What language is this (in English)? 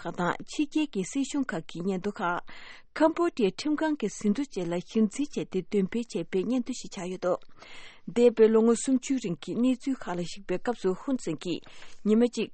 Tibetan